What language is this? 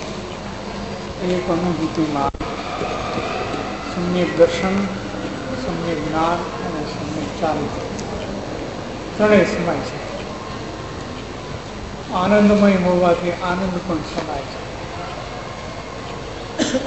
Gujarati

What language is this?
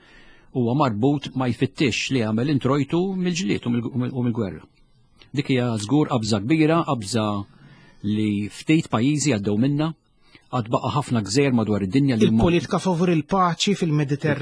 Maltese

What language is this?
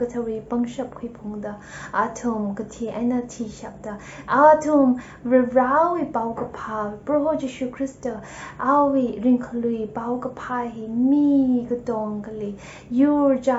Tangkhul Naga (India)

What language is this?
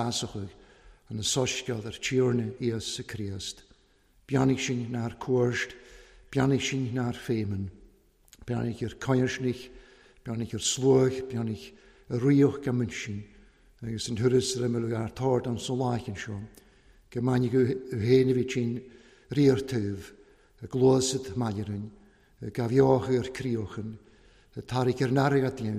Welsh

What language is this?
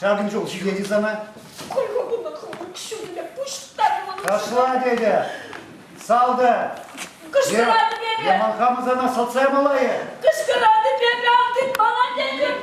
Chuvash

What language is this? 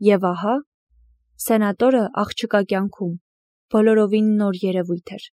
Armenian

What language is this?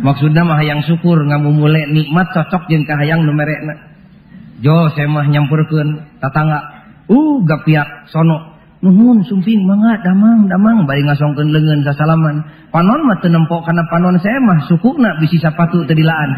Sundanese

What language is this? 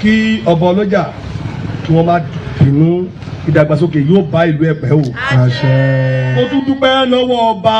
Yoruba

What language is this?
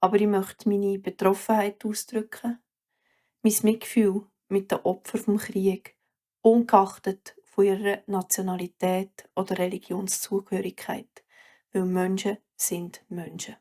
Swiss German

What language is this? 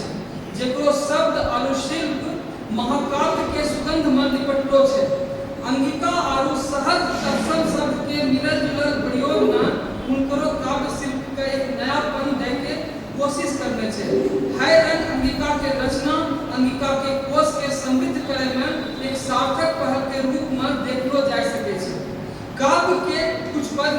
Angika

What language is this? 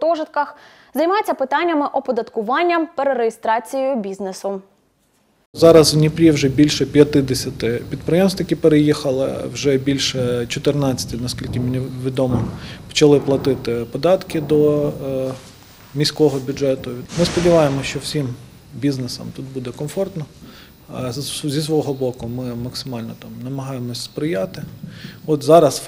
Ukrainian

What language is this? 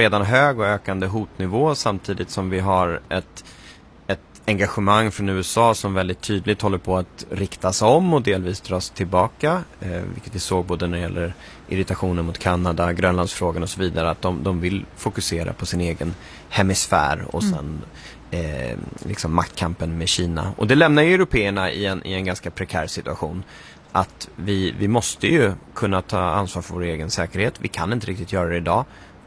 Swedish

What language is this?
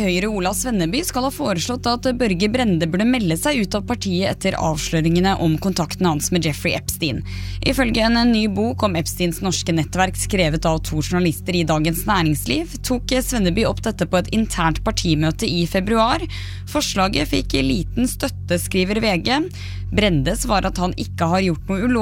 Norwegian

